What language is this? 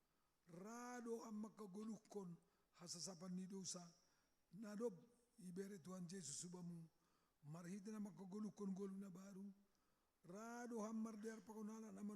Batak Simalungun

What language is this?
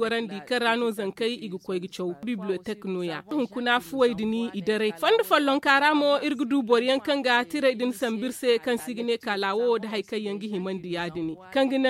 Zarma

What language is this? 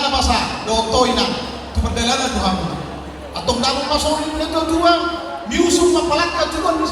Batak Toba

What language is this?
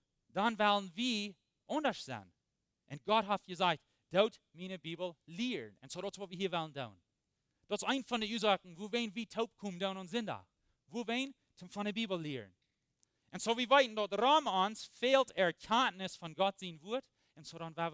Plautdietsch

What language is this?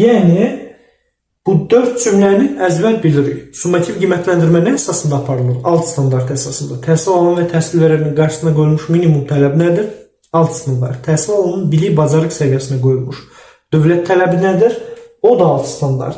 Azerbaijani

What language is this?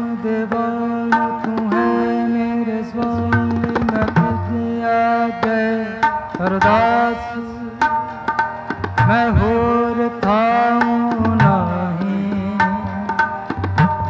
Punjabi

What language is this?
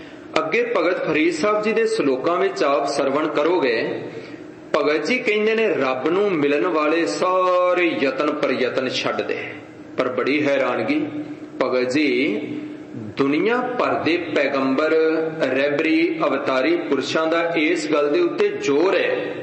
Punjabi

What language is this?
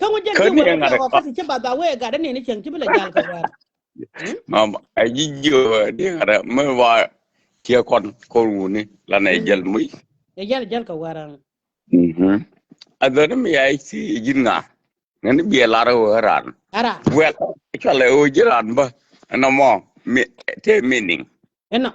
Nuer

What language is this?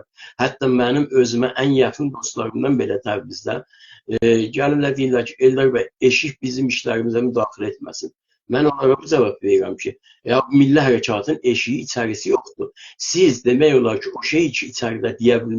South Azerbaijani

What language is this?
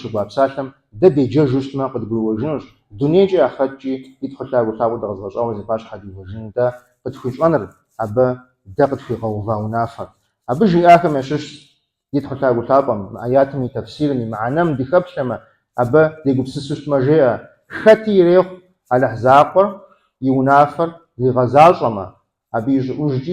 Kabardian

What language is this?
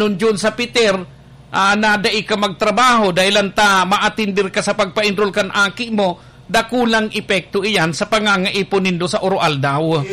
Bikol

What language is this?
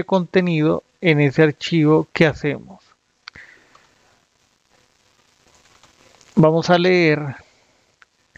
Spanish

